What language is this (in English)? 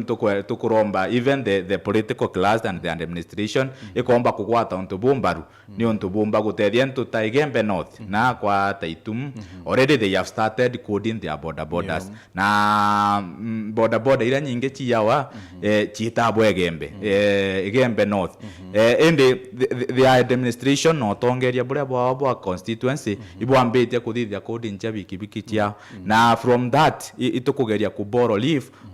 Meru